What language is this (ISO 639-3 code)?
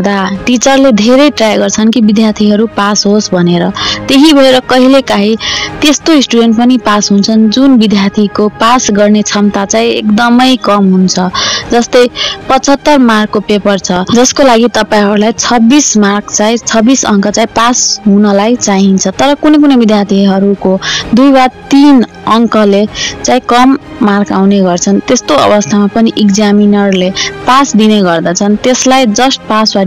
nep